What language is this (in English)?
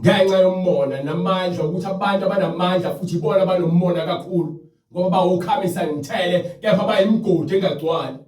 Zulu